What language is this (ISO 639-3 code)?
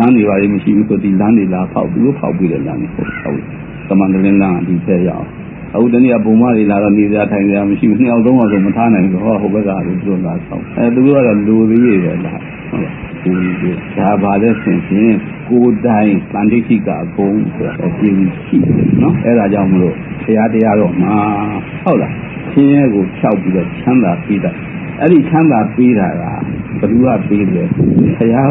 mya